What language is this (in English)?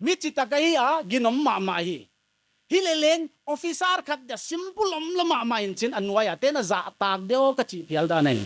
Paite Chin